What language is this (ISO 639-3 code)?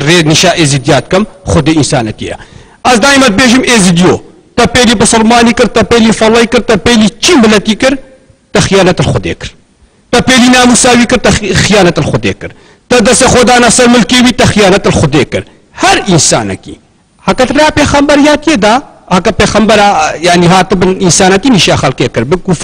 kur